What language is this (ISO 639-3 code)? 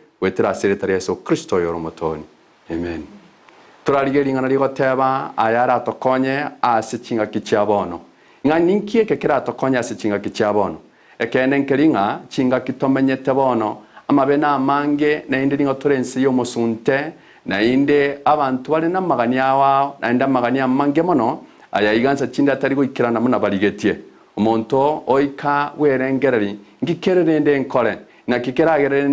guz